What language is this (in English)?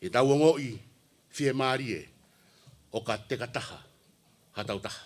Tongan